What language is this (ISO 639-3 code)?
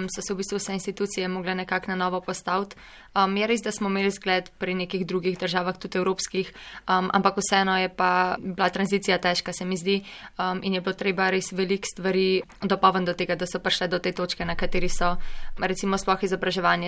slv